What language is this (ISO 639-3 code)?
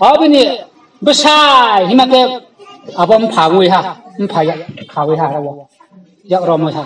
ria